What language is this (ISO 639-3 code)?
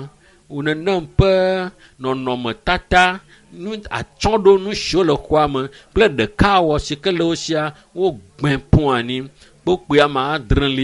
ewe